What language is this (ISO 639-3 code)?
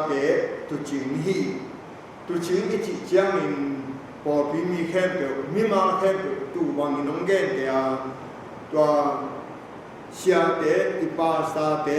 ctd